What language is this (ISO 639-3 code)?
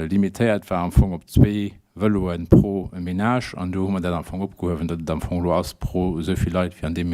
ltz